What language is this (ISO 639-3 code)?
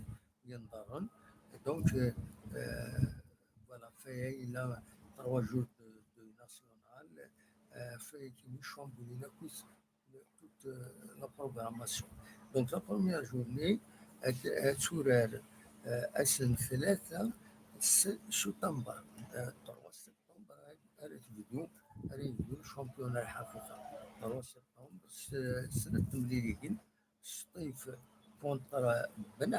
kab